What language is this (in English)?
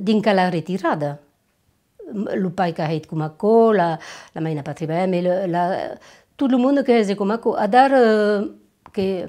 Occitan